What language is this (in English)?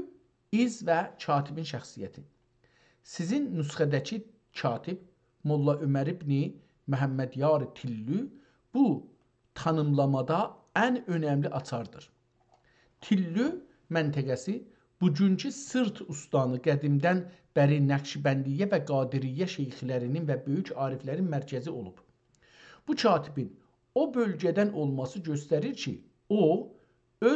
South Azerbaijani